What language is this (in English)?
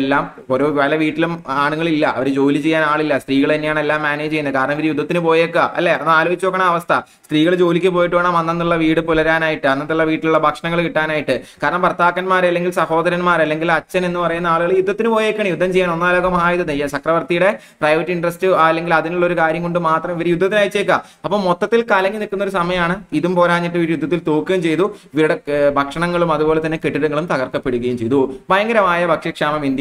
Malayalam